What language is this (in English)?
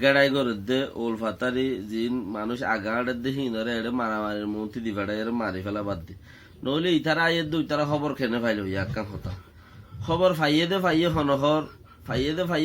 Rohingya